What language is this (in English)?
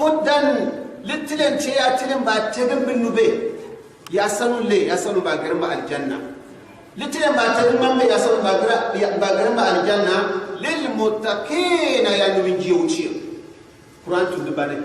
Gourmanchéma